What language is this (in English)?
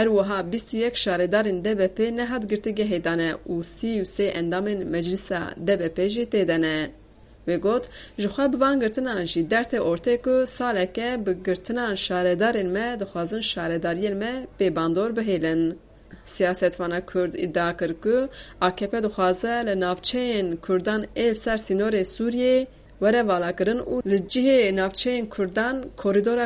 Kurdish